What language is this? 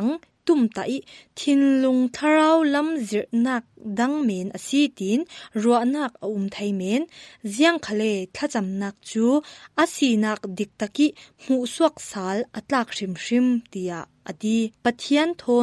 Falam Chin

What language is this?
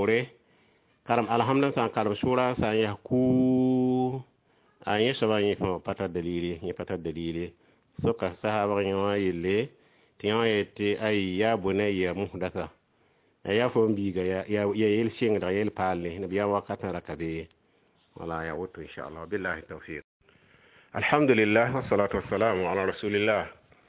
Mossi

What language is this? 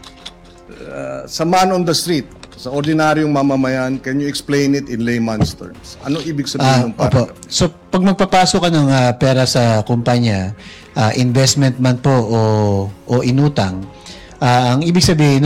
Filipino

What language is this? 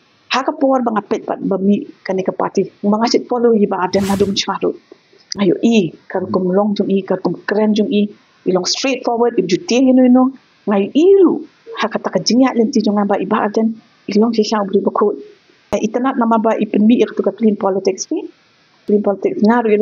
Khasi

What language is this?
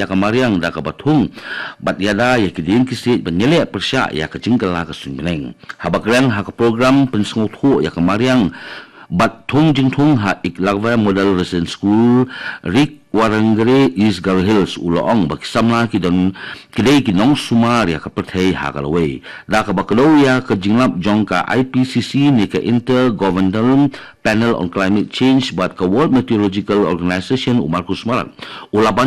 Khasi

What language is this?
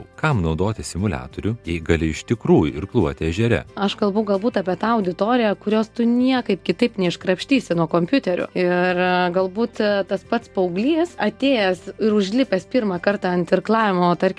Lithuanian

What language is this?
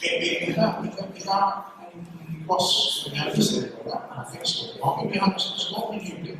Papiamento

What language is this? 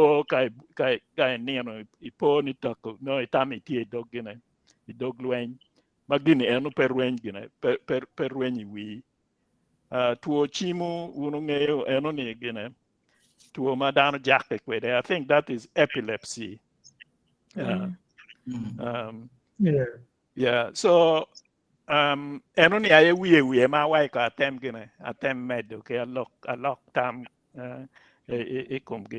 Acoli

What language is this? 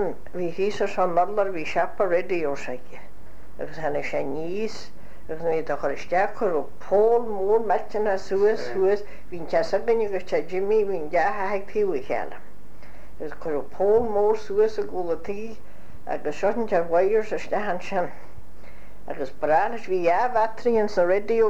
Irish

